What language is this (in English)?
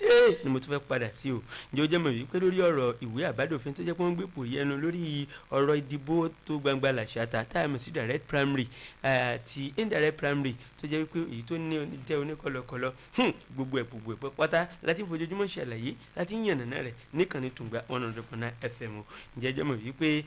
Yoruba